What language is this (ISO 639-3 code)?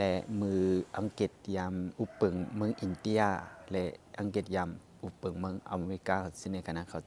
shn